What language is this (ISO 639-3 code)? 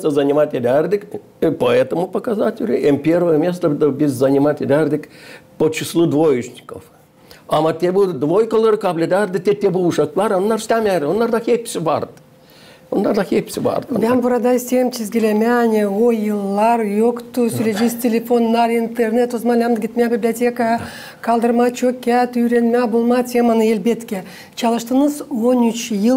gag